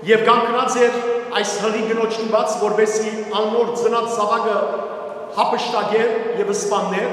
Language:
Western Armenian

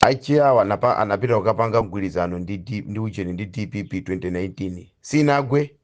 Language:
Nyanja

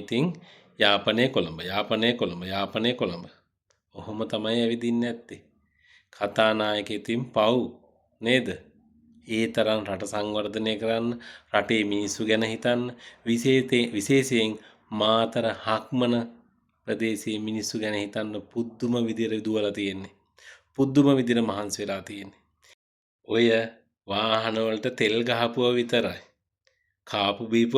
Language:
Sinhala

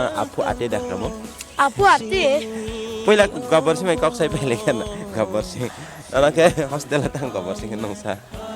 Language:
Kok Borok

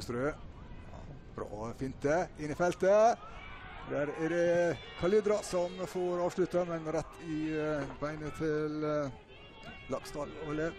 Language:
Norwegian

